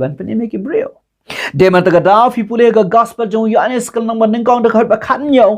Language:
Khasi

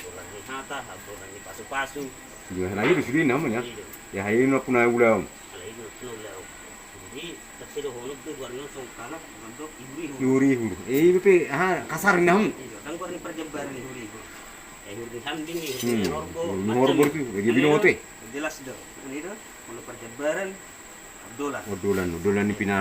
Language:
Batak Toba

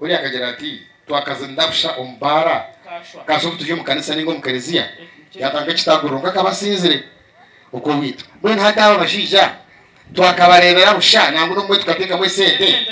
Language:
Nyankole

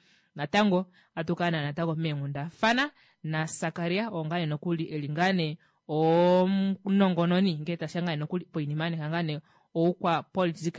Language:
Kuanyama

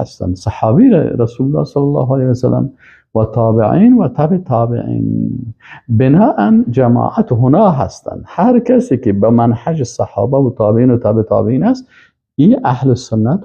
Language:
Persian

